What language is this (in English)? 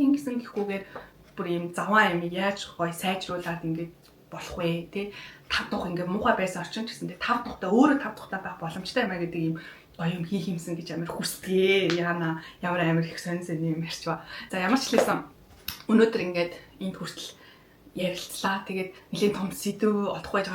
Mongolian